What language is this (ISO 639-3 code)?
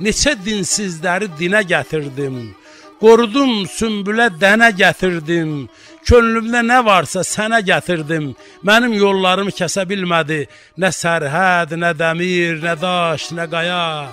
azb